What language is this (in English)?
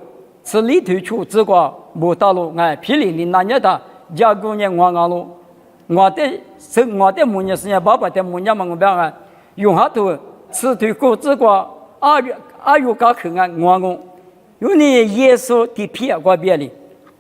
Lisu